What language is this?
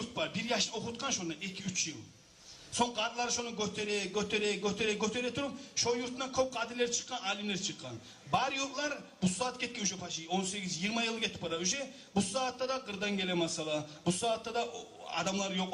Kumyk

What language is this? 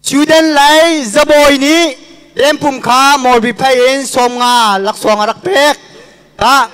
Hakha Chin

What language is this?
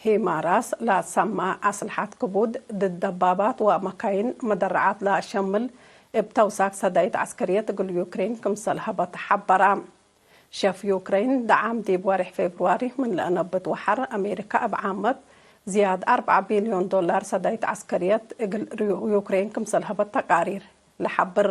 Tigre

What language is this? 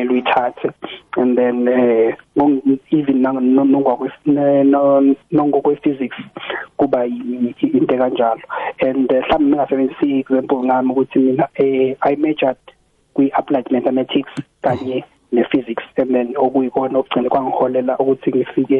South Ndebele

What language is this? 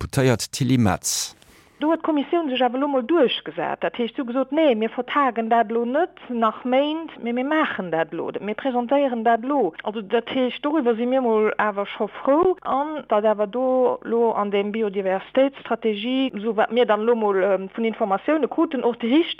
Luxembourgish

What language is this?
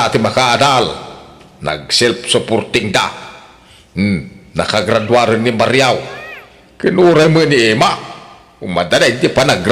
Iloko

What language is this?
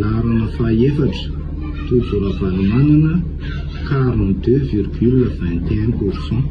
Malagasy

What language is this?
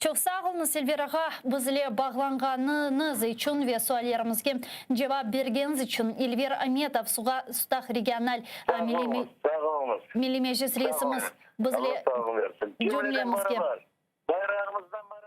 Crimean Tatar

